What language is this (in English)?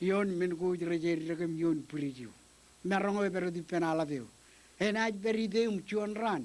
Marshallese